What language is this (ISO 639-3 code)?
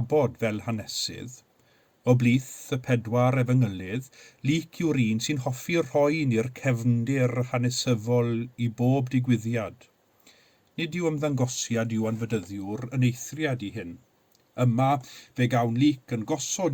cym